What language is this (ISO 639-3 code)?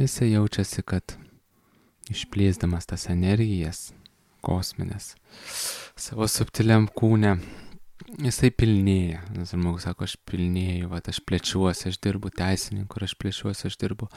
lit